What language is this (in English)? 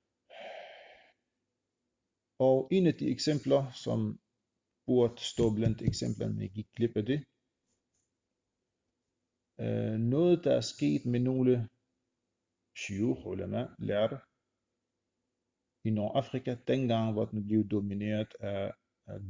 Danish